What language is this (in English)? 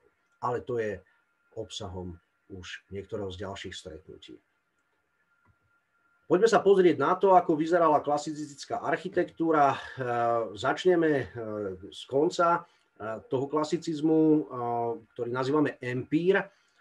Slovak